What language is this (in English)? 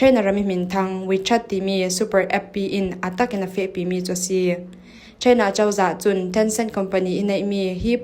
Falam Chin